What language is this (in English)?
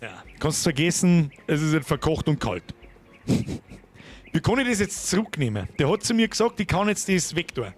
Bavarian